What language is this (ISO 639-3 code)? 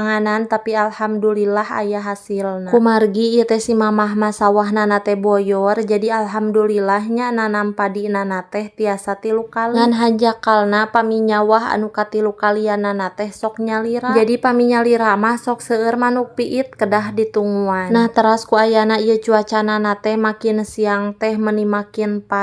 sun